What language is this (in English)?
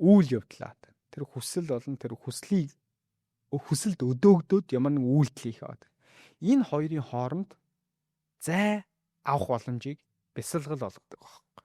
Mongolian